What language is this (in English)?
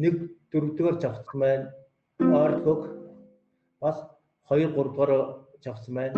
Mongolian